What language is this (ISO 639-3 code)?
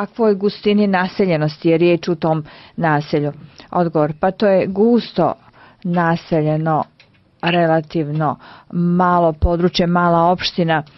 bos